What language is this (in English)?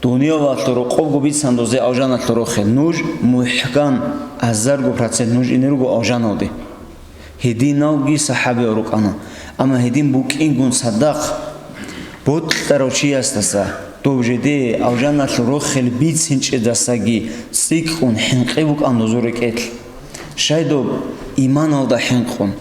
Avaric